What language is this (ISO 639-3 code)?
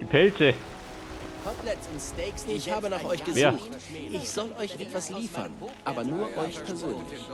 bar